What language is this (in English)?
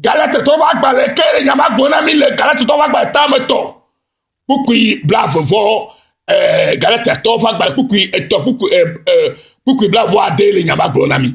Ewe